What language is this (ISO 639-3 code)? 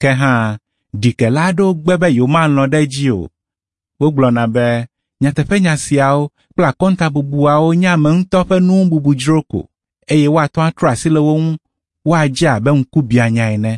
ewe